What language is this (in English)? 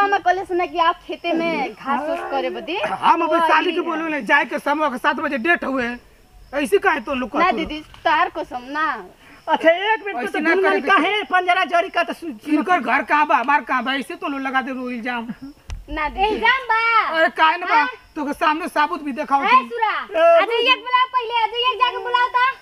Bhojpuri